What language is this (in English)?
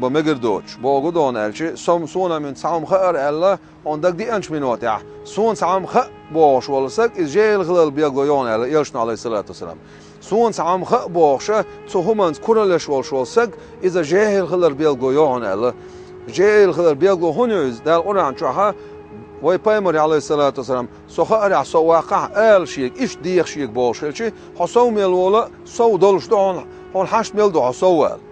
Chechen